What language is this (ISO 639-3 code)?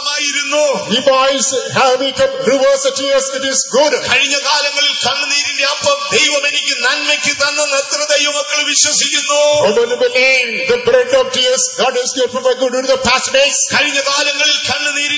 mal